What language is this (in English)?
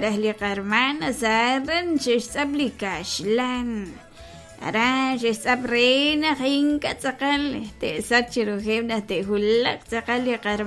Kekchí